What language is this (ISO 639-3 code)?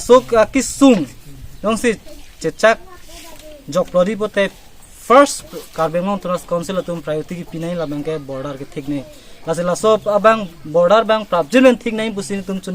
mjw